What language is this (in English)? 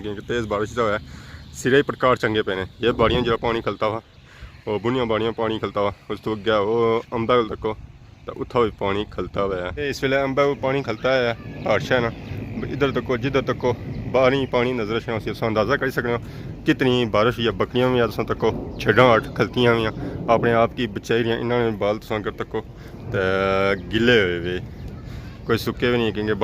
Pahari-Potwari